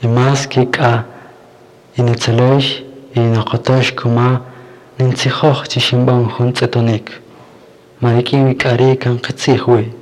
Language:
Kaqchikel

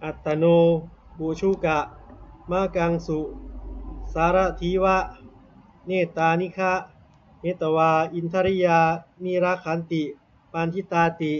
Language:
Pali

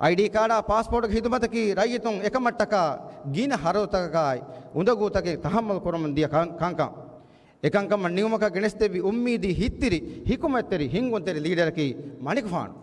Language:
Divehi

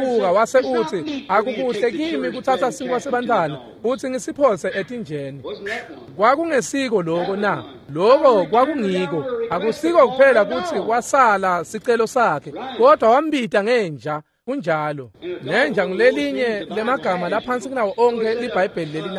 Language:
Swati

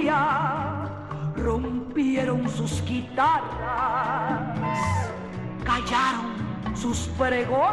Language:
Spanish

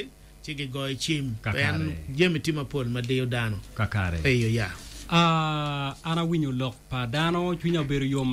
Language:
Acoli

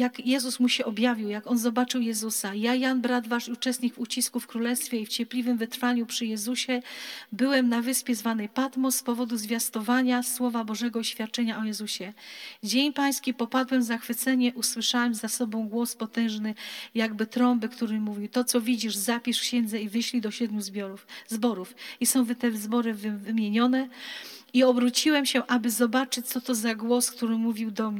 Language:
Polish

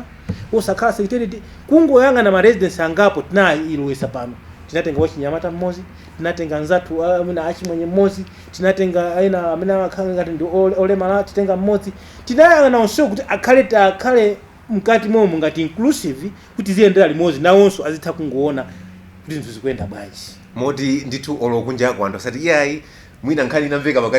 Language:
Nyanja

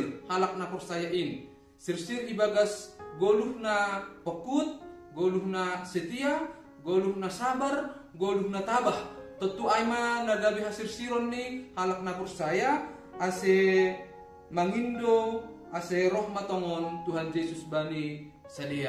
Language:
Batak Simalungun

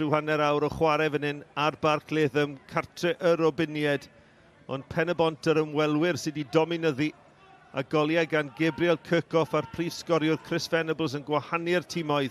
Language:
Welsh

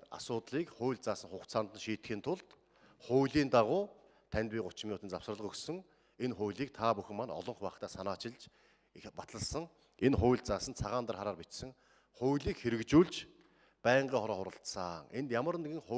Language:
Mongolian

